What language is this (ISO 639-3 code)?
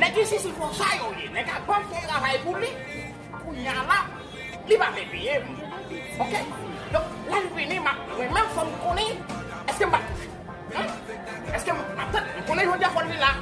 hat